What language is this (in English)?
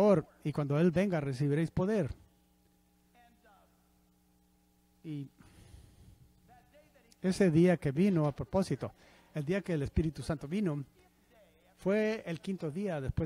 Spanish